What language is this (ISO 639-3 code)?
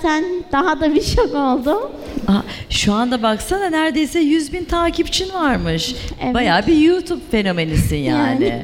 tur